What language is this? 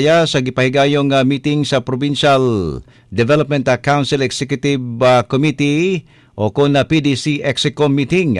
Cebuano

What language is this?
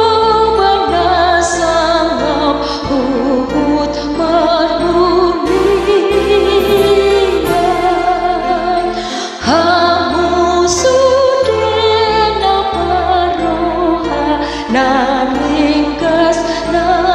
Batak Toba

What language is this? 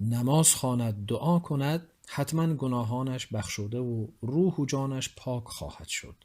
Tajik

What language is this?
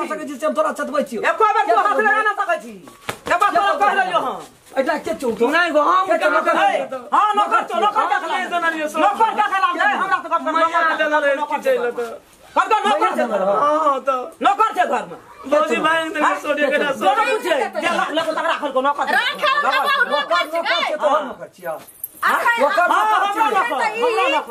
Maithili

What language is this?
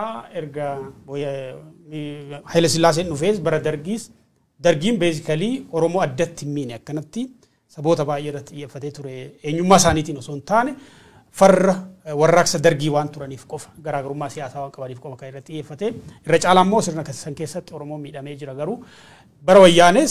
Oromo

